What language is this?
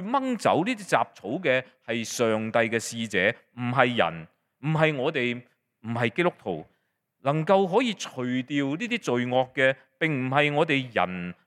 Cantonese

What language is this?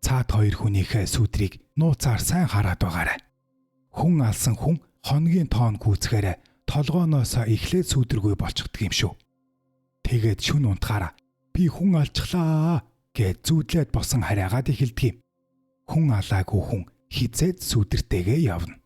Mongolian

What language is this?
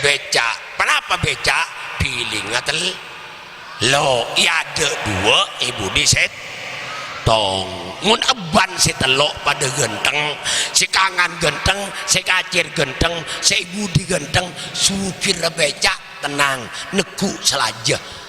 Madurese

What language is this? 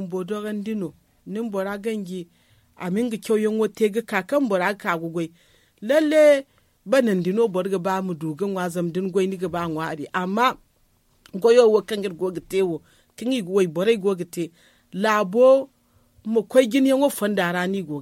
Zarma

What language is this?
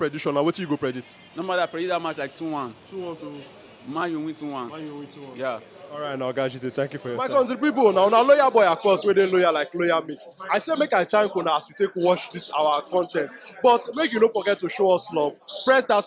Nigerian Pidgin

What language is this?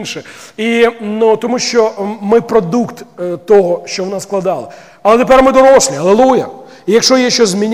Ukrainian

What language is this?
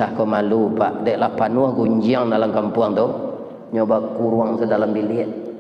Minangkabau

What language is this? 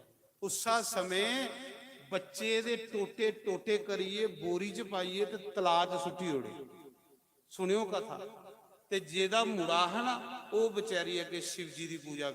Dogri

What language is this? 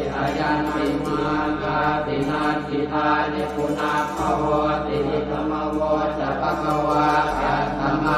Pali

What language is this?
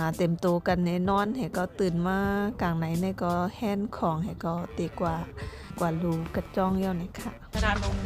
Shan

